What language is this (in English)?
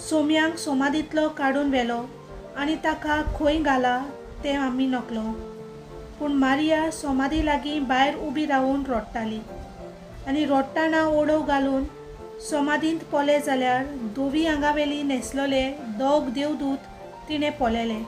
Konkani